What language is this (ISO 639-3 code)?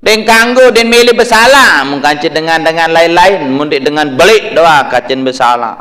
sas